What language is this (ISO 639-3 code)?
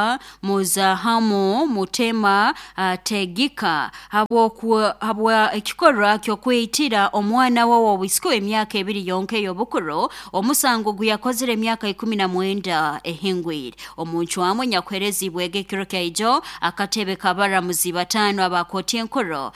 nyo